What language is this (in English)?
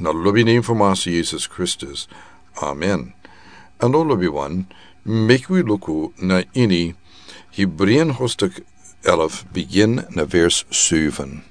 Sranan Tongo